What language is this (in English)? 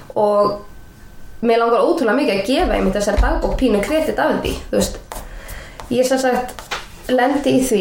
Icelandic